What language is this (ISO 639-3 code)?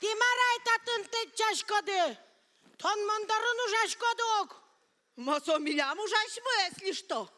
udm